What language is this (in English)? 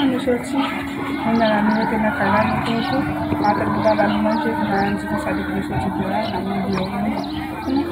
Haitian Creole